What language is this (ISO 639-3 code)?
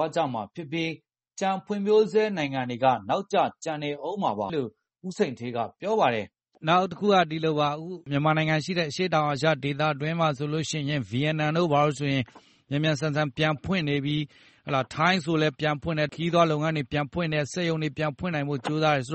mya